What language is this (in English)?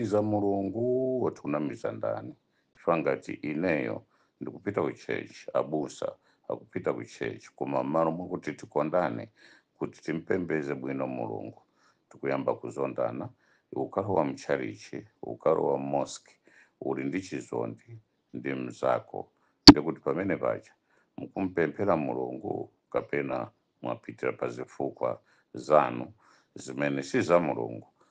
Nyanja